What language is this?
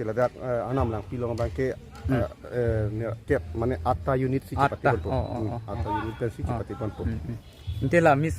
Karbi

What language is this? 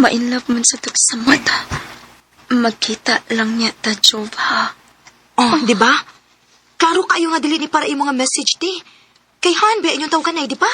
Cebuano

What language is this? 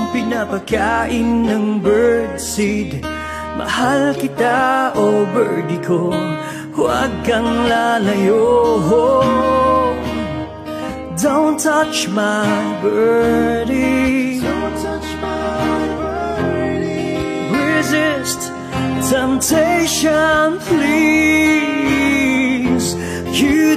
Filipino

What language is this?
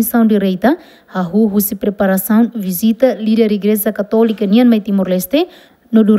Tetum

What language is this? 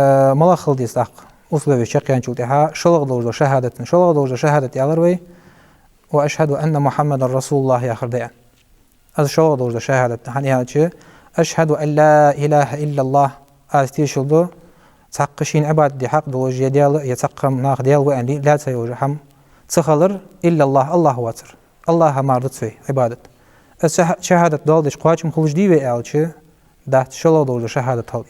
Ingush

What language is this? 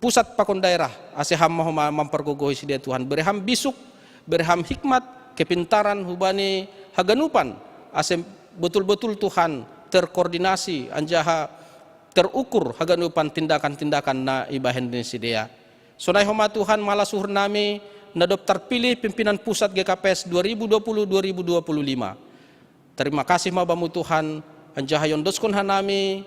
Batak Simalungun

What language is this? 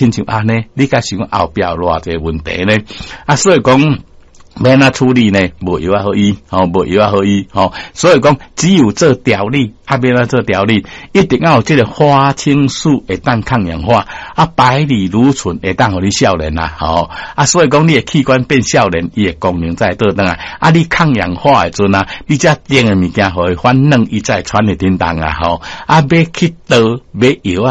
Min Nan Chinese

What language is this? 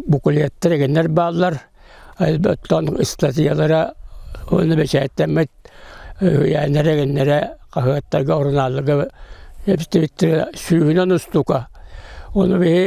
Yakut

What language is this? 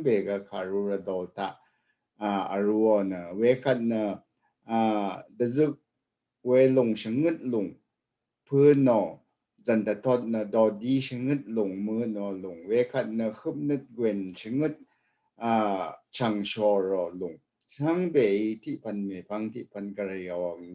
Rawang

